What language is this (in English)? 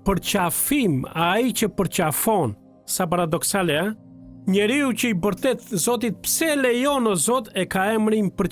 Albanian